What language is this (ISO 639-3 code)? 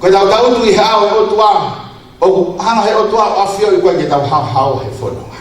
ton